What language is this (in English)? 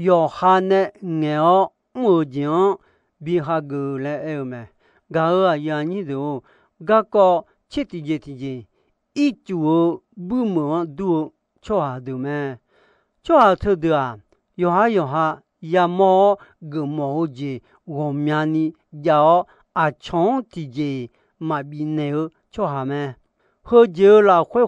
Akha